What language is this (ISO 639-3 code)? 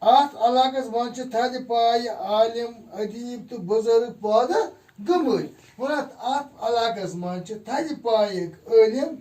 kas